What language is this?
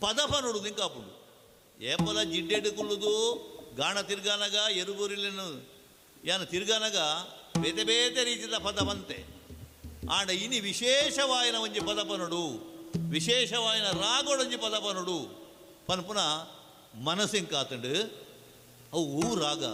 Tulu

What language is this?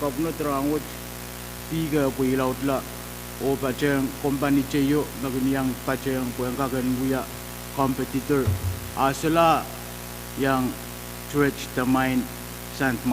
Pohnpeian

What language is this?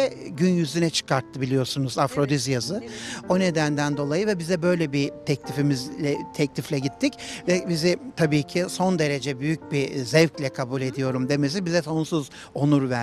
Turkish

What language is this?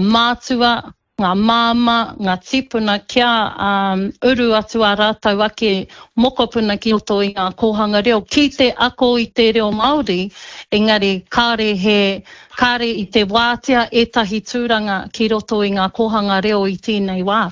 Māori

